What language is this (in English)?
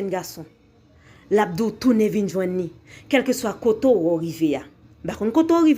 Haitian Creole